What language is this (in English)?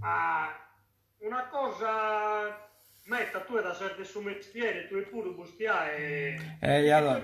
Sardinian